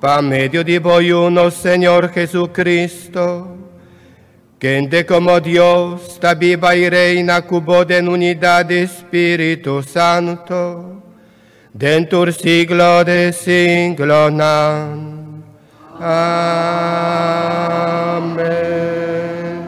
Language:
Papiamento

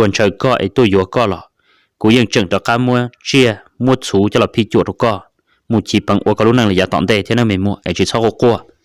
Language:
Hmong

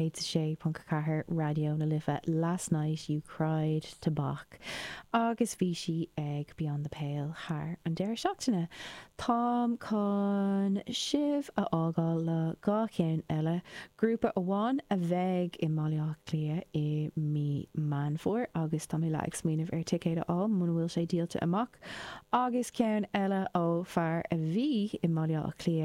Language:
Irish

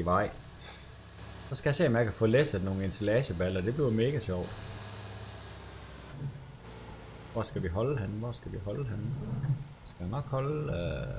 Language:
Danish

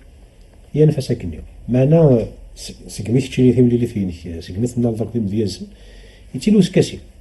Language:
Kabyle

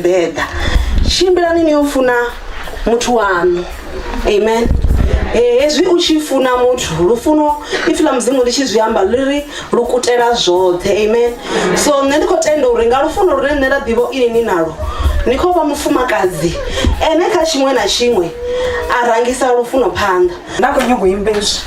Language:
Venda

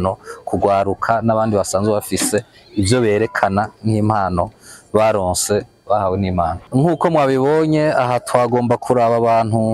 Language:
Rundi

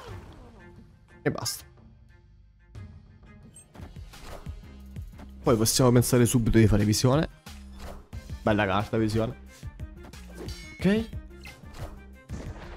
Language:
Italian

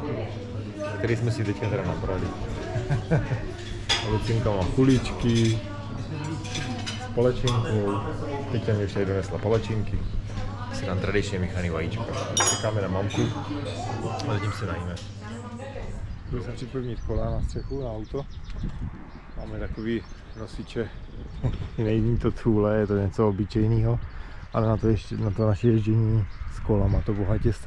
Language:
Czech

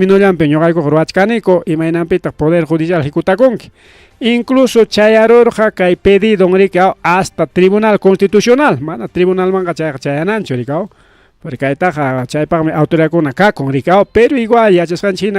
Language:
Ayacucho Quechua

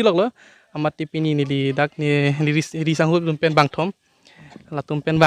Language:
Karbi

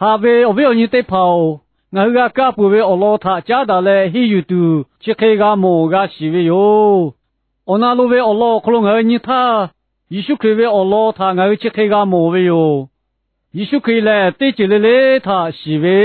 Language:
Lahu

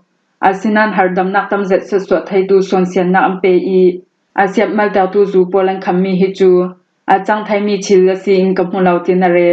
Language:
Falam Chin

